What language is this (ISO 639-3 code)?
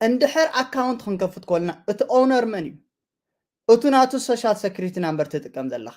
tir